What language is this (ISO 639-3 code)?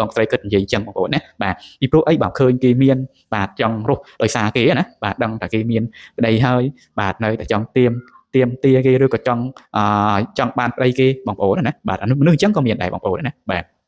khm